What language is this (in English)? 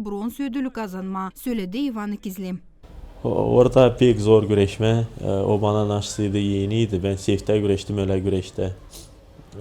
Gagauz